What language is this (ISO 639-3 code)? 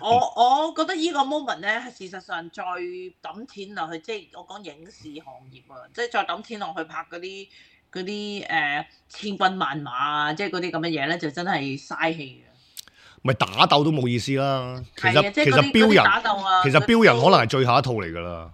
yue